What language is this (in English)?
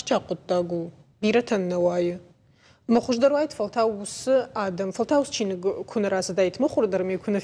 Ossetic